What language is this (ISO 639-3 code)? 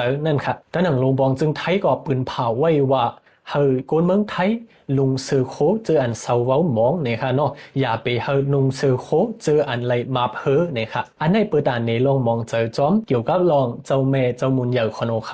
shn